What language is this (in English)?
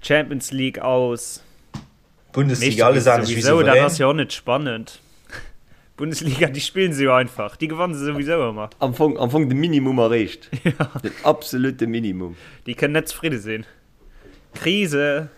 Luxembourgish